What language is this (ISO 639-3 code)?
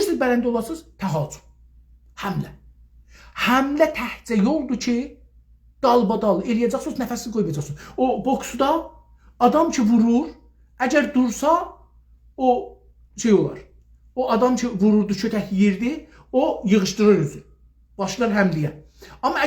azb